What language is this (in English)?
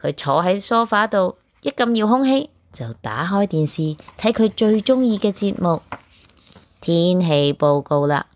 Cantonese